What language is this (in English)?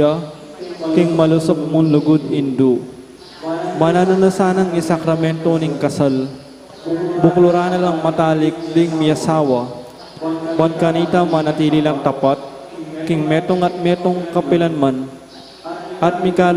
Pampanga